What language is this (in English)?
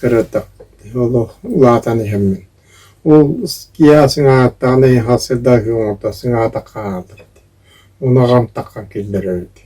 Yakut